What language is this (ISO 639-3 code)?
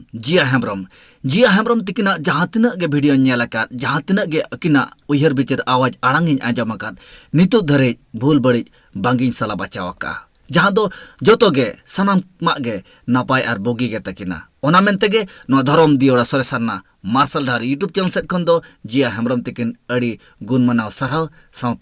sat